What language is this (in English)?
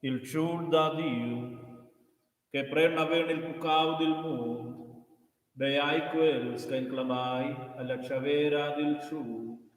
Romansh